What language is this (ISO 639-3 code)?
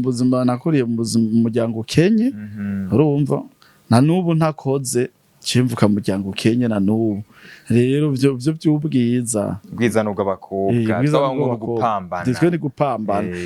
run